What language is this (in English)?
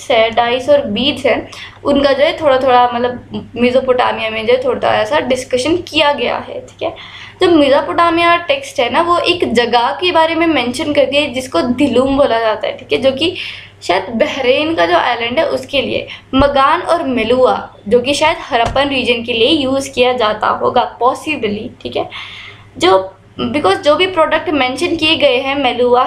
Hindi